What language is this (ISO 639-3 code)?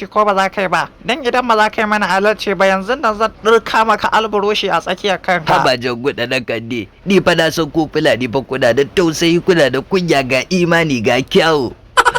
hau